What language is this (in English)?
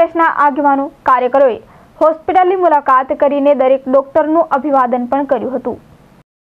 Gujarati